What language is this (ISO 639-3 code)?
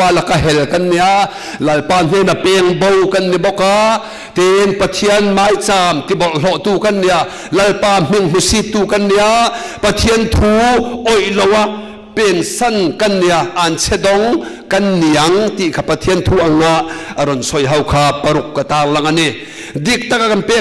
lus